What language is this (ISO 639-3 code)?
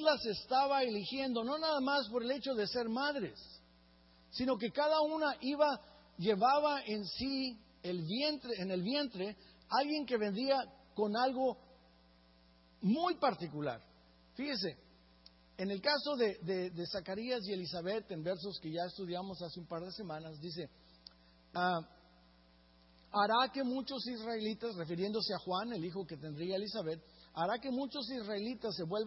spa